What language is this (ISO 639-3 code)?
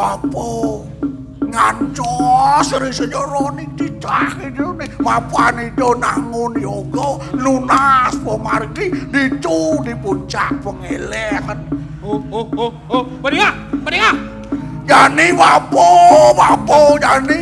ban